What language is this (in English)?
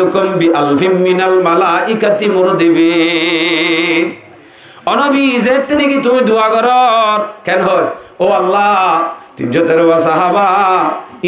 Rohingya